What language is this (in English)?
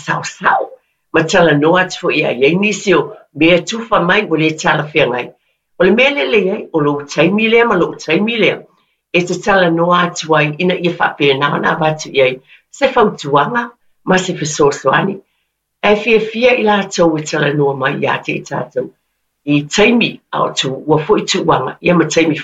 Samoan